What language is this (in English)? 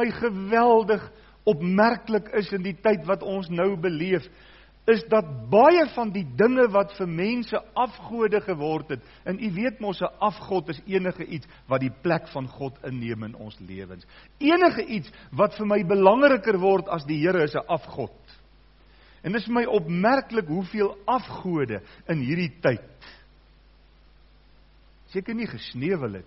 Afrikaans